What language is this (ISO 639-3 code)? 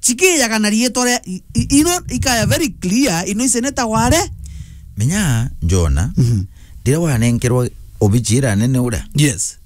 mer